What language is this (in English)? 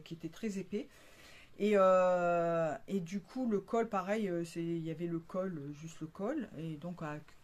French